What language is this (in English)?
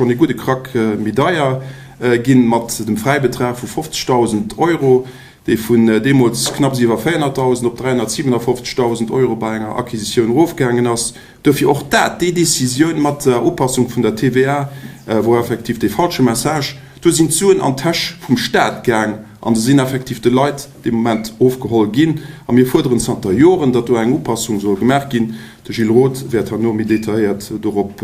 Luxembourgish